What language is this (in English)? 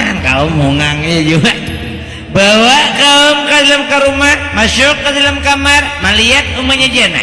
Banjar